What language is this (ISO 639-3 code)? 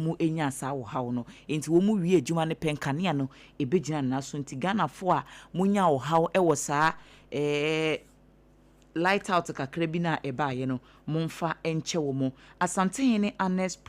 aka